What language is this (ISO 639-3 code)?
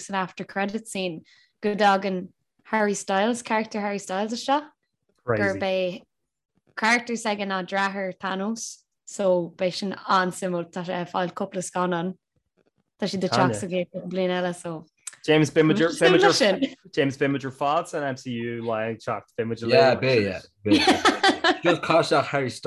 gle